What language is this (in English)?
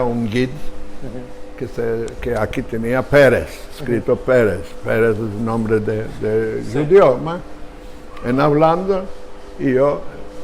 Ladino